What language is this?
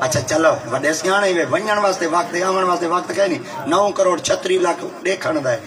Saraiki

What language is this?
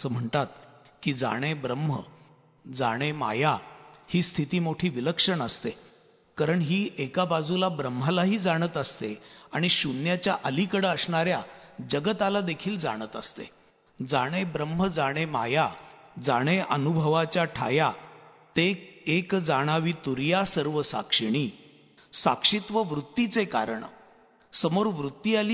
Marathi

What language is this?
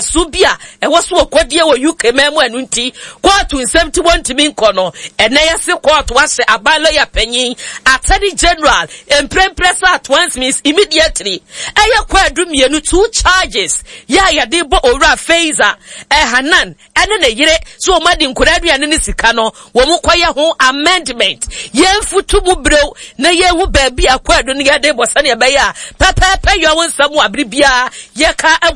Akan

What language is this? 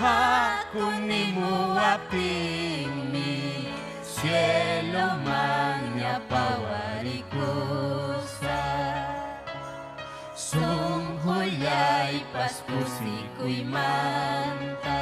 Ayacucho Quechua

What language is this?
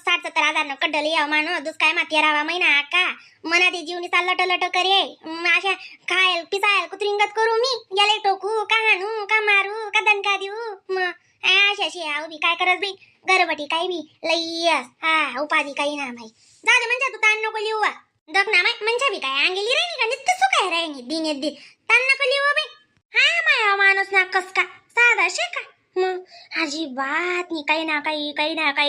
Khandesi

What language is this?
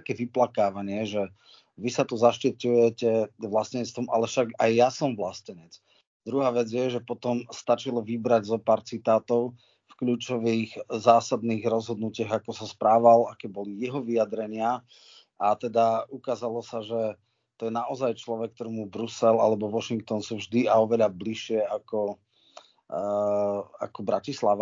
Slovak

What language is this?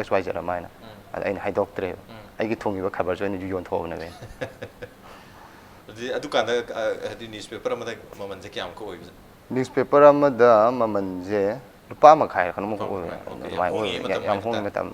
Manipuri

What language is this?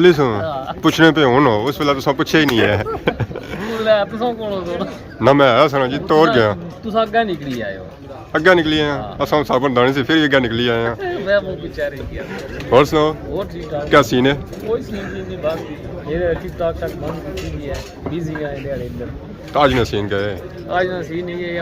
Pahari-Potwari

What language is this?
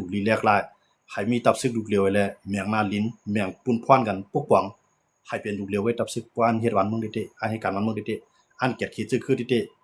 Shan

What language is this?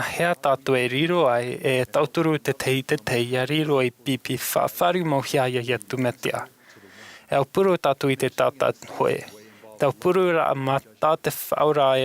Tahitian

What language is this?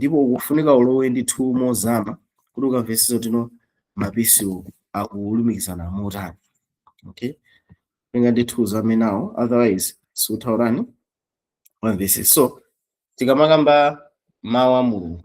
Nyanja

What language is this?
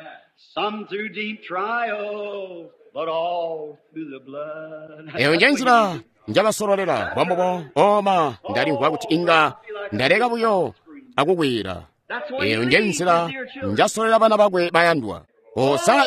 Tonga (Zambia)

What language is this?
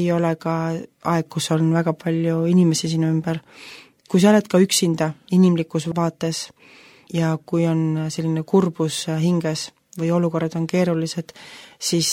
Estonian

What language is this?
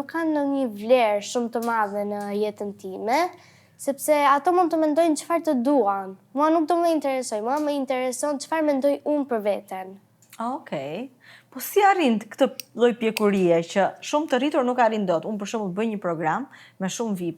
Albanian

